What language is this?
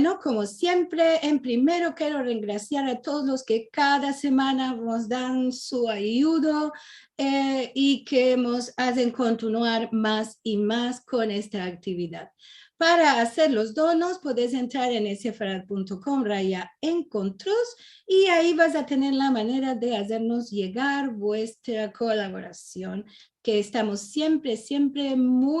Ladino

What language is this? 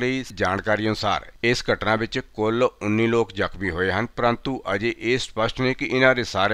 Punjabi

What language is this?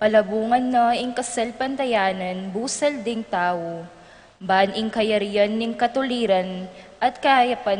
Pampanga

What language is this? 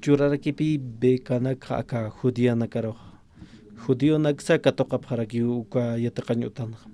Aymara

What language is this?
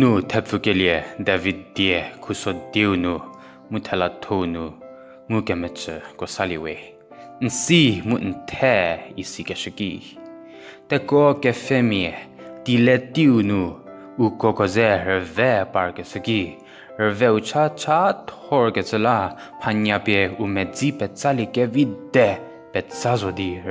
Angami Naga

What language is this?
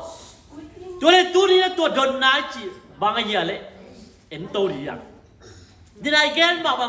Tedim Chin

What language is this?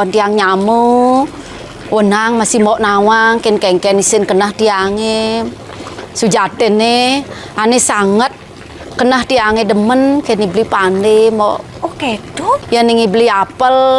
Balinese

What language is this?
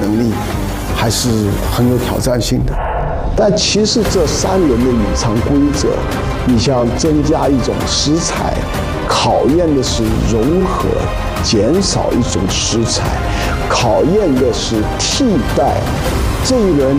Chinese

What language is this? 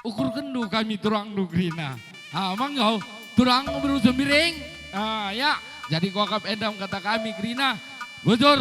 Batak Karo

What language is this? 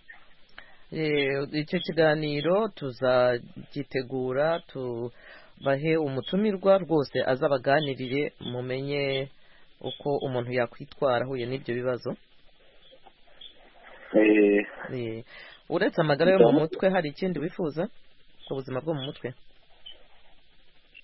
Kinyarwanda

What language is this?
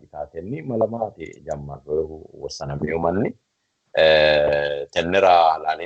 Sidamo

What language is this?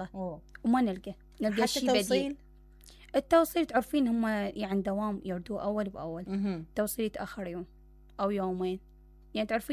Mesopotamian Arabic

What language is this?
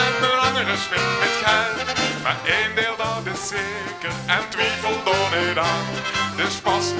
Limburgish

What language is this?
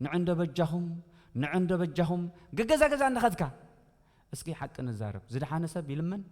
Tigrinya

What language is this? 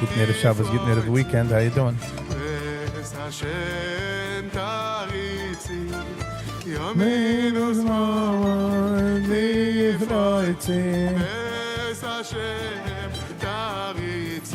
Yiddish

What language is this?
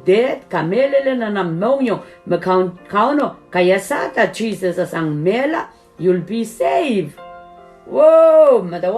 Pohnpeian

